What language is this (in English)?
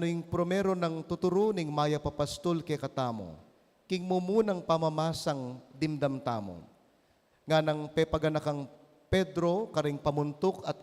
Pampanga